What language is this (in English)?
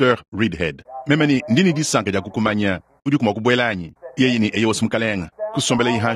Luba-Lulua